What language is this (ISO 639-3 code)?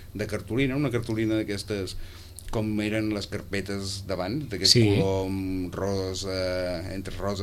cat